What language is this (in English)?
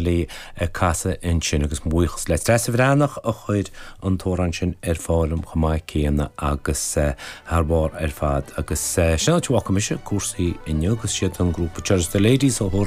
Irish